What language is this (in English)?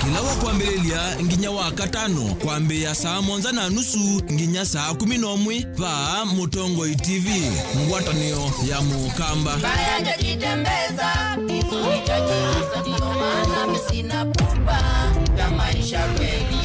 Kamba